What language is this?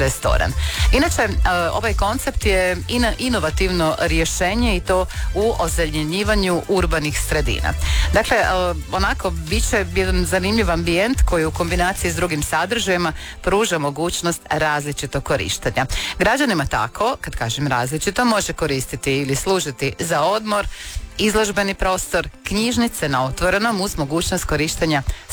Croatian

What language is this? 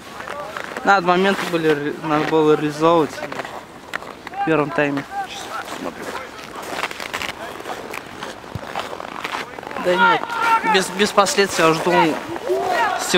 Russian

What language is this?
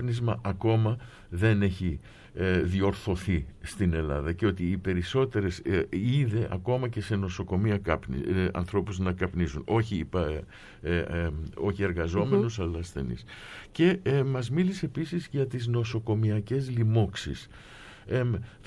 Greek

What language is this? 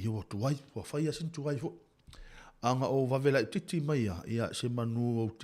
Samoan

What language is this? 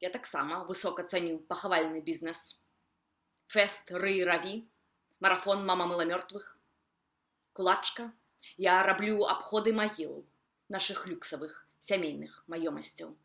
Belarusian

